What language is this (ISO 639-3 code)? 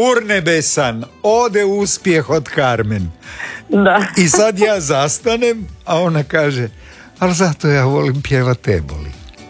hrv